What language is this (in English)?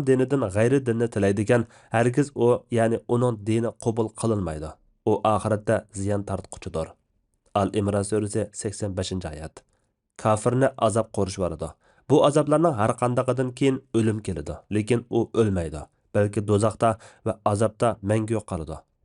Uyghur